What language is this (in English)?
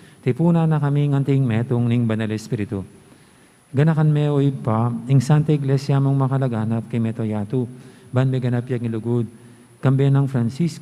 Pampanga